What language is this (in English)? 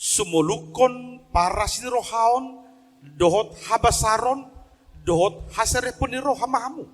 Batak Toba